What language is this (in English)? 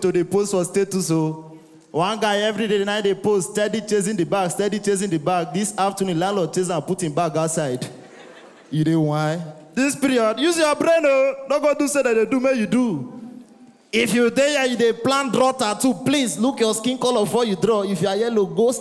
Nigerian Pidgin